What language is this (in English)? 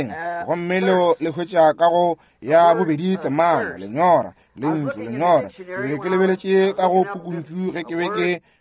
Northern Sotho